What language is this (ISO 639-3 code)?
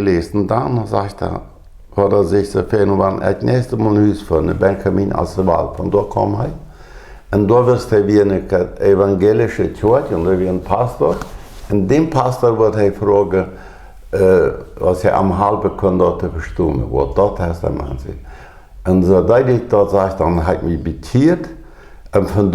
pdt